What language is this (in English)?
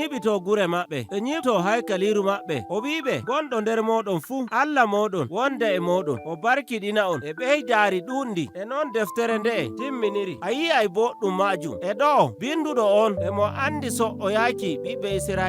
Nigerian Fulfulde